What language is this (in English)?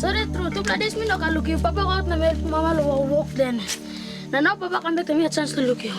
Tok Pisin